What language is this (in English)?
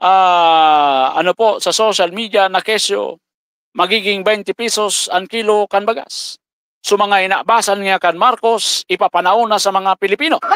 Bikol